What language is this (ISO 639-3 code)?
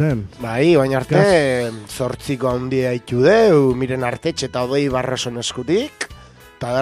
eus